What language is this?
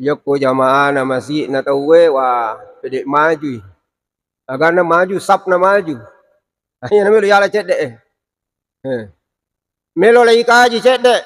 Buginese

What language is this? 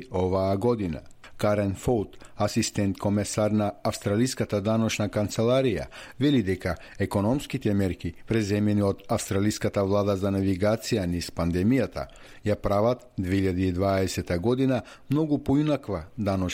Macedonian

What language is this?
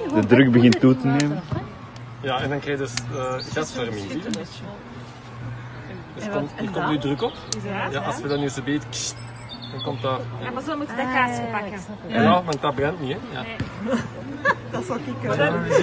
Dutch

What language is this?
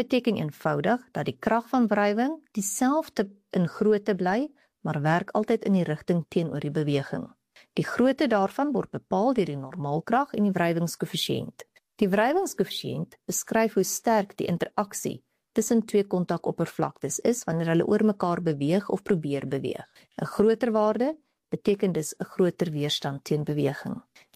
Afrikaans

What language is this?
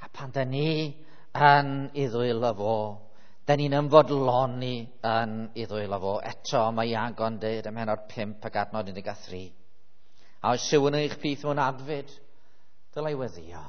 Welsh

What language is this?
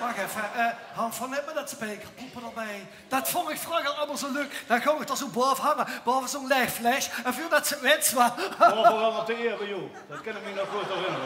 Limburgish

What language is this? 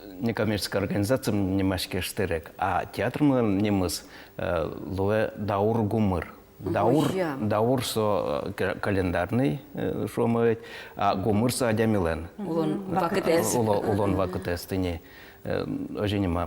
Udmurt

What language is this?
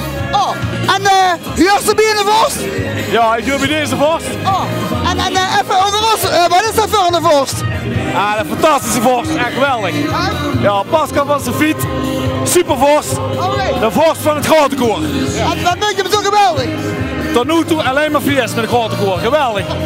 Limburgish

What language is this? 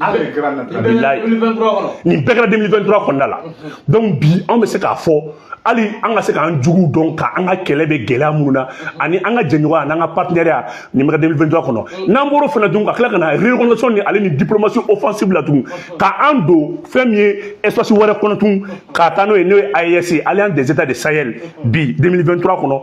Bambara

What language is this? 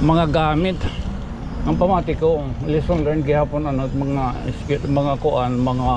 Waray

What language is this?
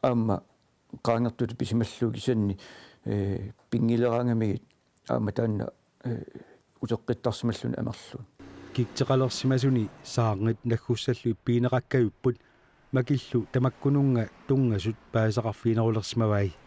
Kalaallisut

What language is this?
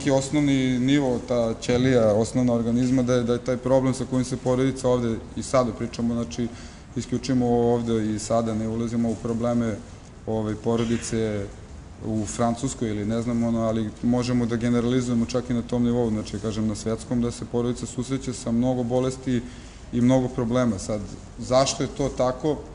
Serbian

